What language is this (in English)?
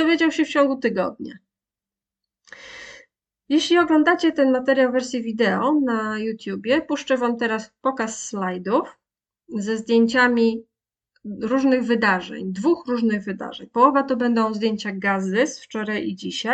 Polish